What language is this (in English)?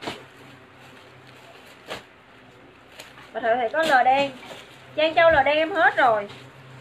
Vietnamese